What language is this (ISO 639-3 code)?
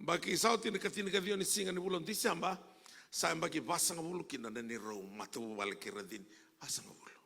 fij